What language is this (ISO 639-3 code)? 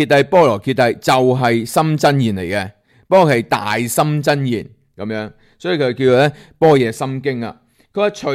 yue